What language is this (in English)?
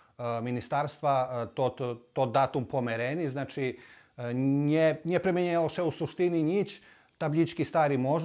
Rusyn